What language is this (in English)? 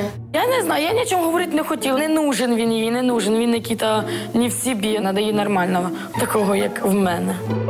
Ukrainian